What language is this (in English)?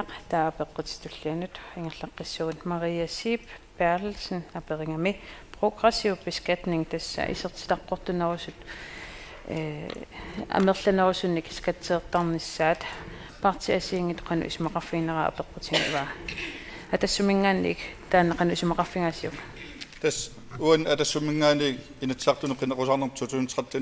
Kalaallisut